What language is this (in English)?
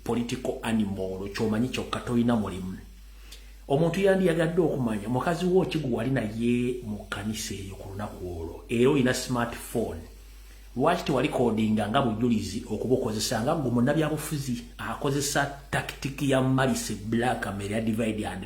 Ganda